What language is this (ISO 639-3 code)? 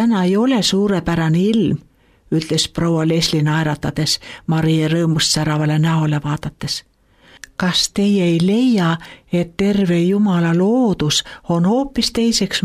est